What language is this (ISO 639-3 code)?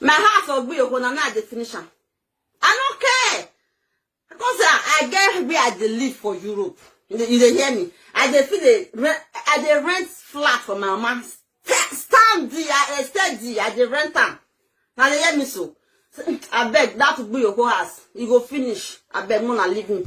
pcm